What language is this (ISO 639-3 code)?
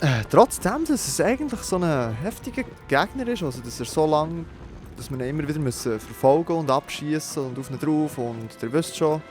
gsw